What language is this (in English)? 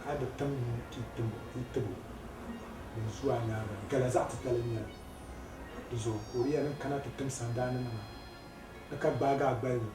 Dagbani